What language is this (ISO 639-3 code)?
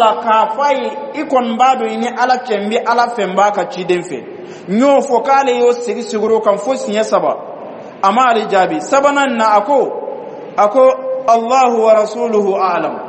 bam